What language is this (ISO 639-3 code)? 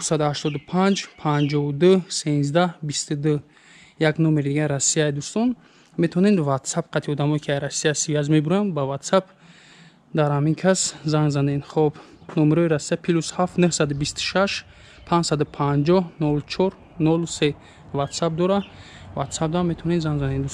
tgk